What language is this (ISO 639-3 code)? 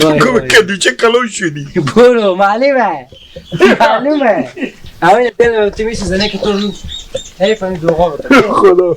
haz